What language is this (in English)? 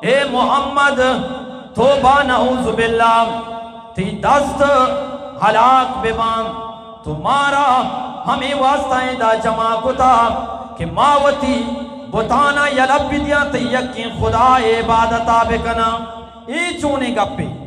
Eastern Balochi